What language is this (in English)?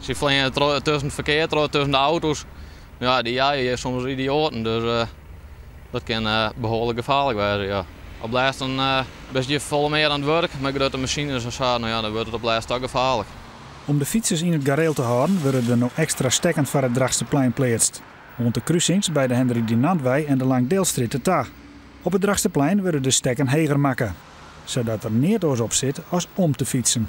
Western Frisian